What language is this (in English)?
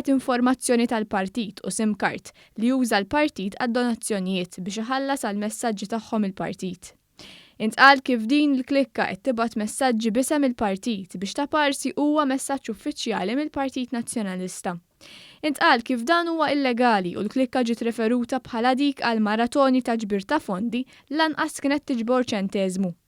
Maltese